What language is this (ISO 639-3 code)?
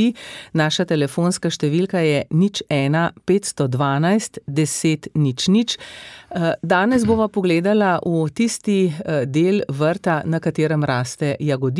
slv